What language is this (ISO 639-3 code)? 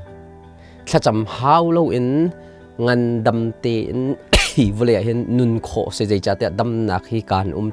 cnh